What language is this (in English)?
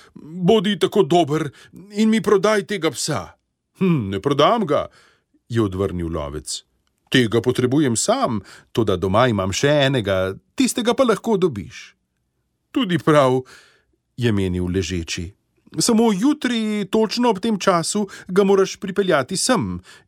Slovenian